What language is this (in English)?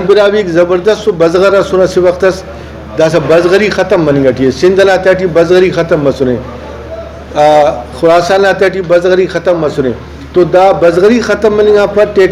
Brahui